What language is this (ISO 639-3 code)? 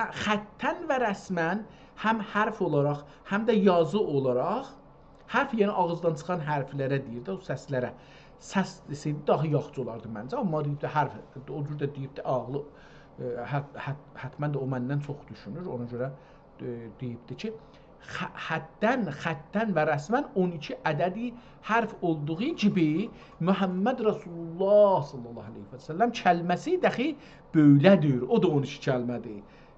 azb